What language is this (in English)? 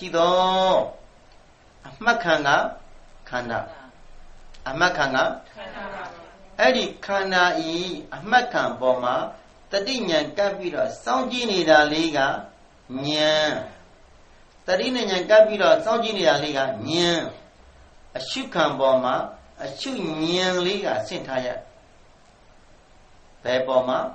Burmese